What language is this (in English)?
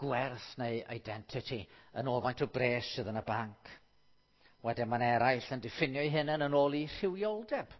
Welsh